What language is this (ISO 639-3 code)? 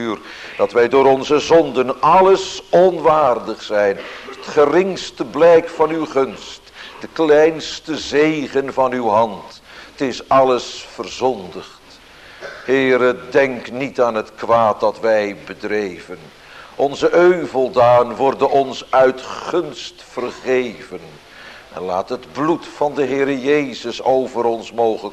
nld